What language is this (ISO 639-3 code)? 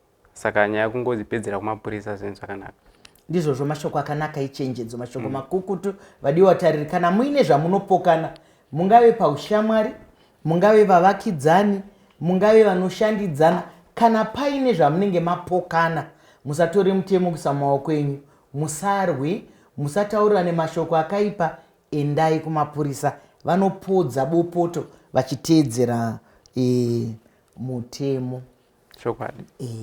sna